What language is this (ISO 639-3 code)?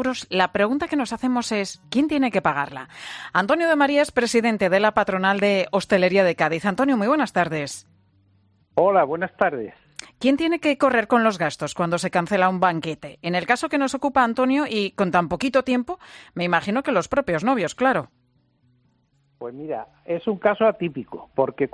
spa